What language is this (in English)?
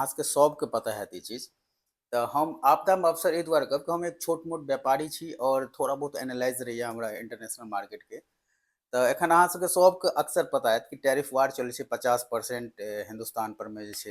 Maithili